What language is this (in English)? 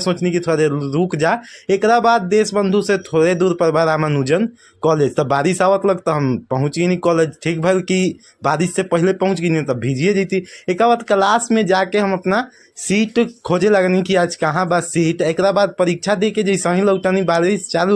Bhojpuri